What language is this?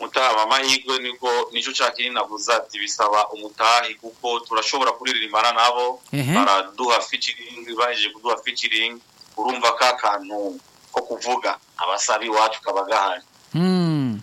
Rundi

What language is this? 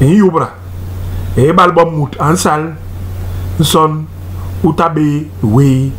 Basaa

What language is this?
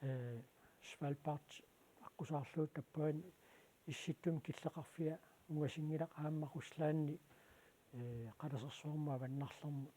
Kalaallisut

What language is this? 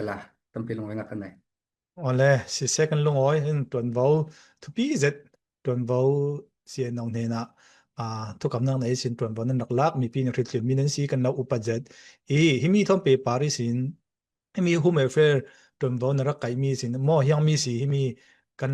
Falam Chin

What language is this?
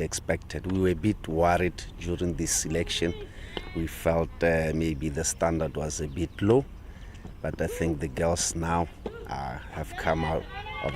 Tswana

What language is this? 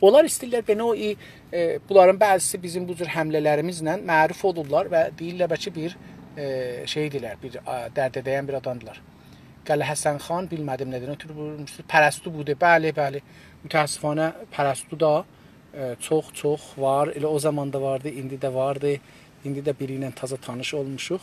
South Azerbaijani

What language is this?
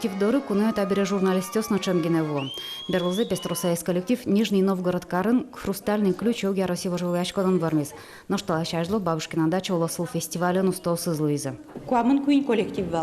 Udmurt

